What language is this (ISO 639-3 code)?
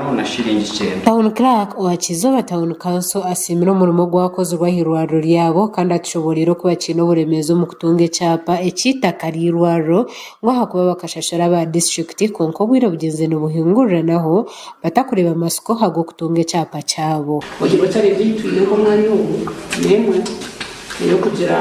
nyn